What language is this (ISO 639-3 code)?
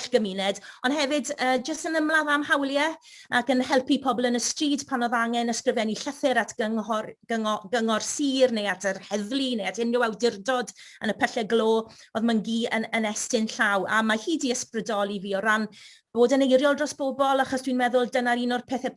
cym